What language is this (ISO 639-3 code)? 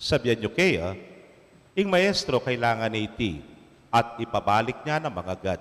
pam